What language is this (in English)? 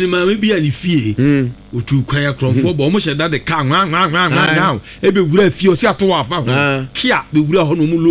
Akan